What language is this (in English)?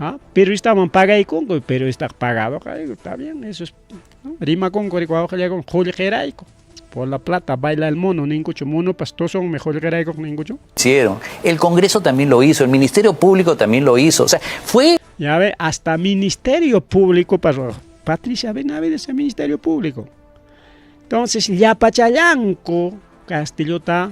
Ayacucho Quechua